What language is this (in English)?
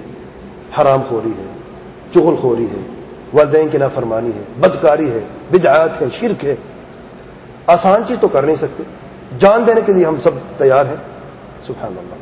Urdu